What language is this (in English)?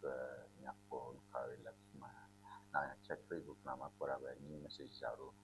Ewe